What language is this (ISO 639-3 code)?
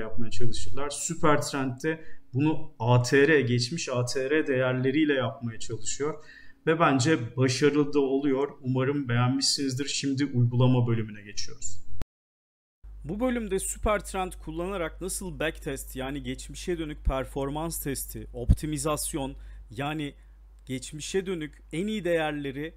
tur